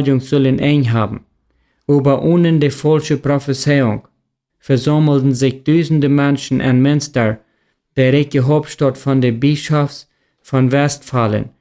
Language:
Plautdietsch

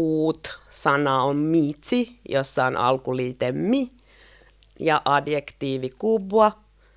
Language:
Finnish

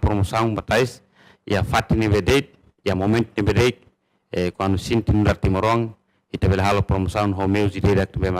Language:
Tetum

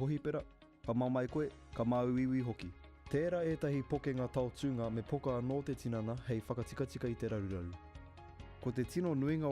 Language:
Māori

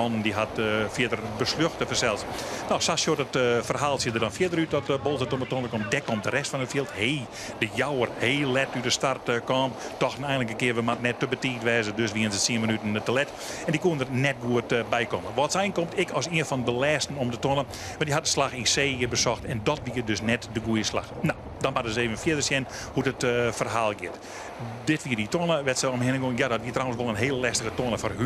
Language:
Western Frisian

